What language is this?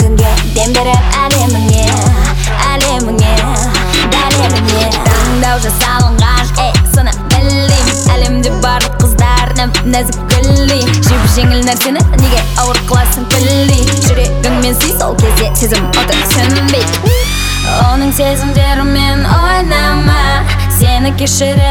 Kazakh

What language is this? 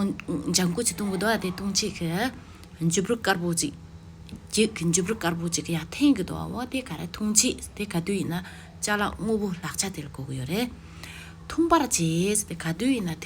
Tibetan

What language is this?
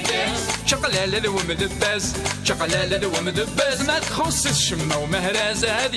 Kabyle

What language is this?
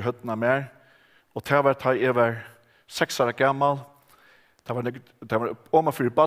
Faroese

